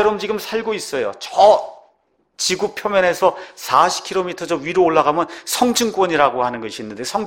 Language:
Korean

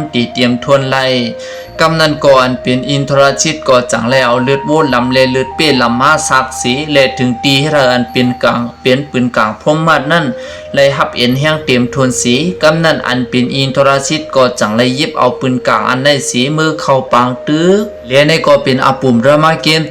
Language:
Shan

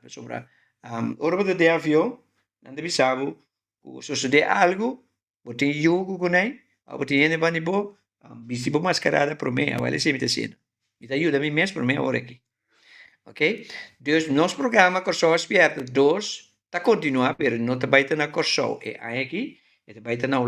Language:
Papiamento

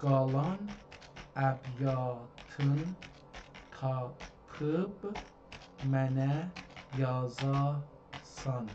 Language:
South Azerbaijani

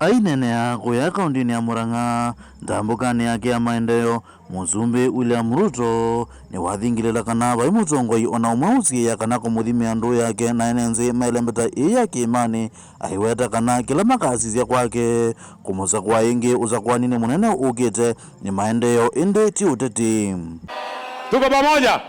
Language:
Kamba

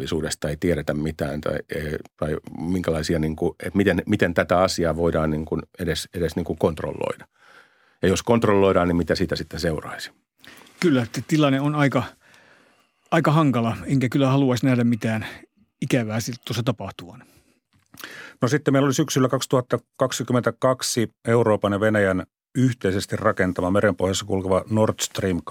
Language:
Finnish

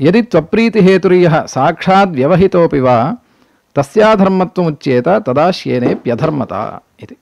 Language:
Sanskrit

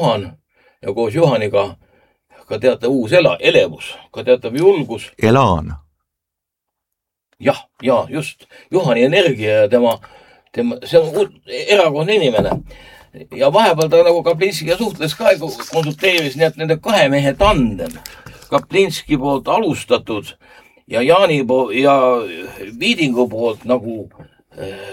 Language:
Estonian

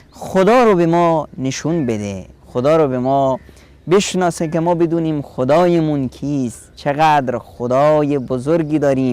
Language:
Persian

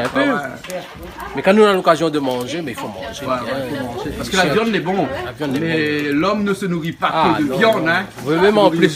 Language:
Réunion Creole French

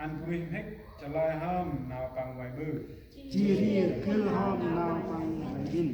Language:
Central Mnong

